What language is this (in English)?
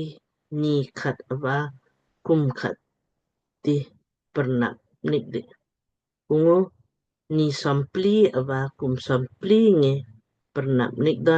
Lamkang